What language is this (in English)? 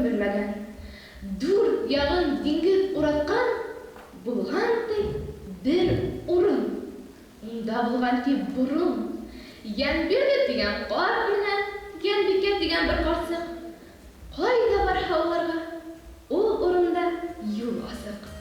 Bashkir